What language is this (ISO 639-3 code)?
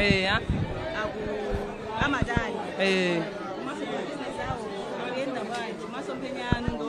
nya